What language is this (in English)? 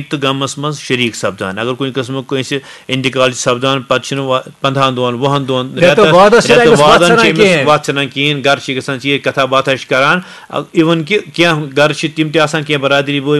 Kashmiri